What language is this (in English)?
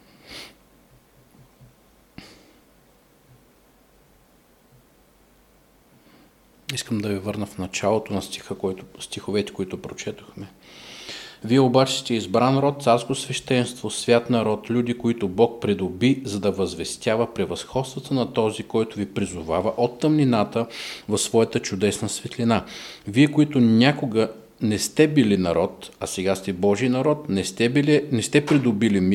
Bulgarian